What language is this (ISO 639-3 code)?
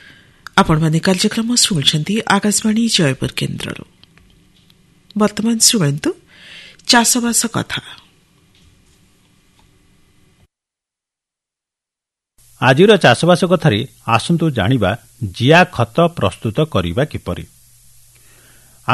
ori